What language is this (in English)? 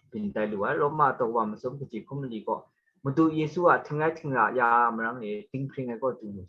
Kachin